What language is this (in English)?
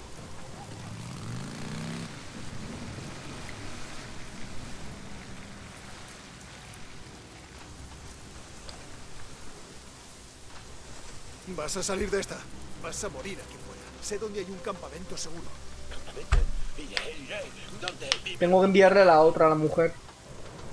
Spanish